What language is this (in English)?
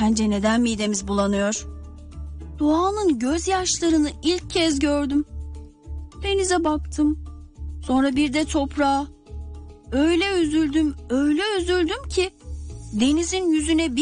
Turkish